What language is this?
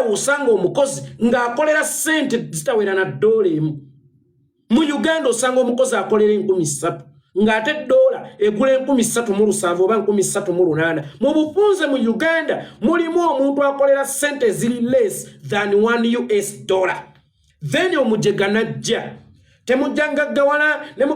Ganda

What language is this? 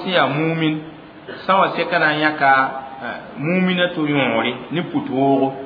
Mossi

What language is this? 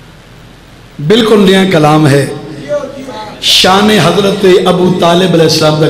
Urdu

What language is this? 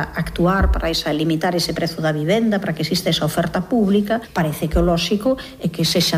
Galician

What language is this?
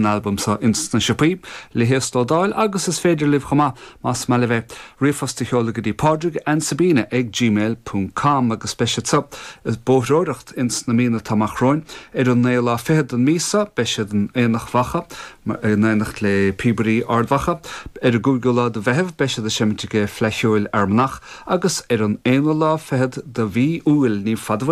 Irish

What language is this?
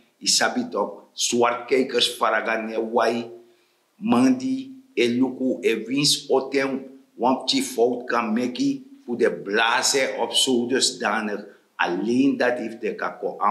Sranan Tongo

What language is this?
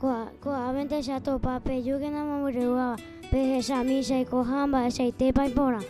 Guarani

